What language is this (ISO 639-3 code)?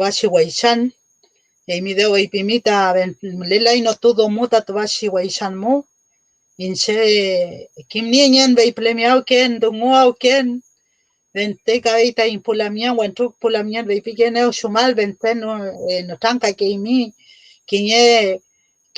arn